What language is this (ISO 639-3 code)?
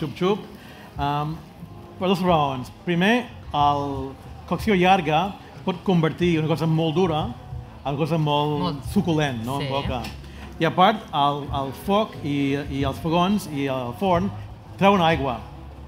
cat